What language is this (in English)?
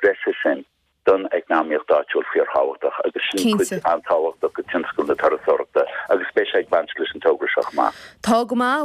Irish